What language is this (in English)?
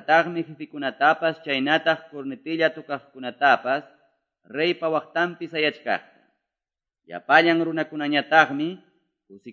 Quechua